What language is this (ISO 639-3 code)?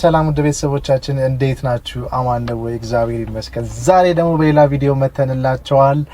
amh